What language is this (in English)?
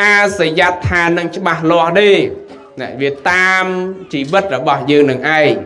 Khmer